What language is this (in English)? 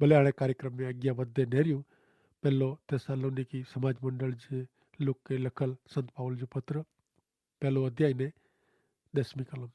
Kachhi